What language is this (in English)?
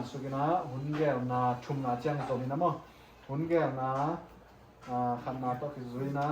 Tedim Chin